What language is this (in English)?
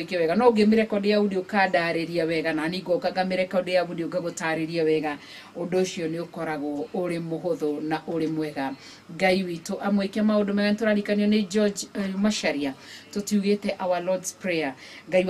Kikuyu